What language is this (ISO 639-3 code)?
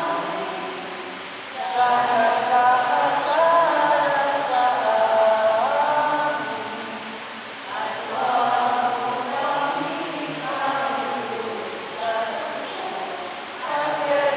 fil